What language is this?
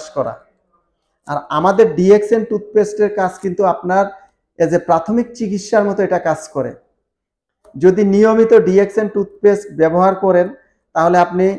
Bangla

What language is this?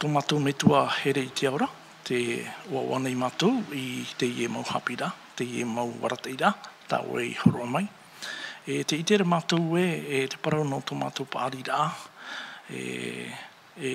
Tahitian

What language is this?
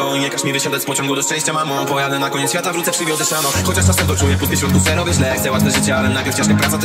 Polish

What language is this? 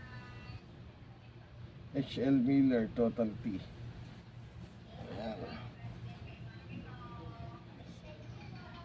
Filipino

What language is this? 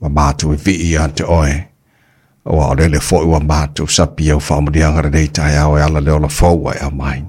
Samoan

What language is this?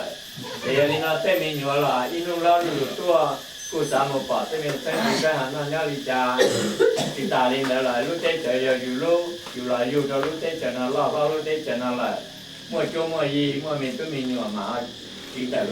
Hmong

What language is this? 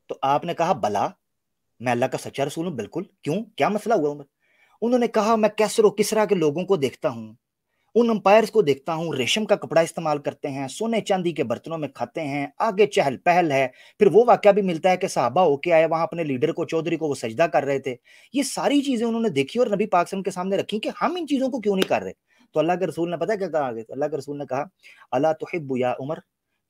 Hindi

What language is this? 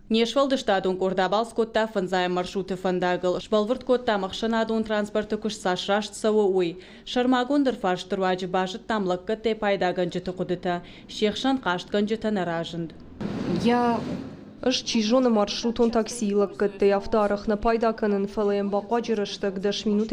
Ossetic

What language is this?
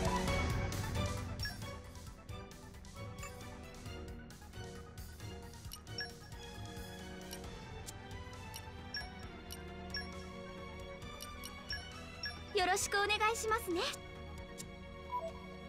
Japanese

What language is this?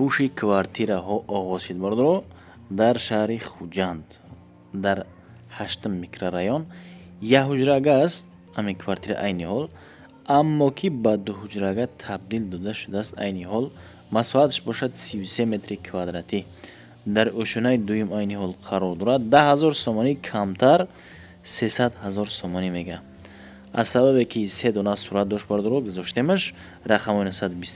Tajik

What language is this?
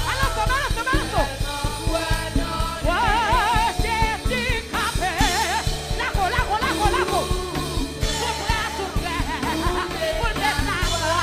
Haitian Creole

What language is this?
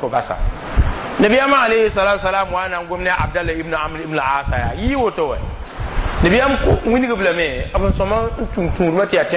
Mossi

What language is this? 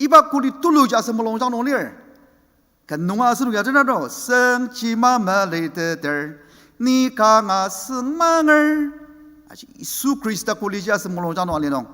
Ao Naga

